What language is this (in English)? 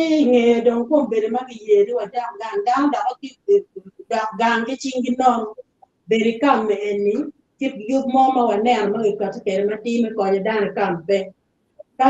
Acoli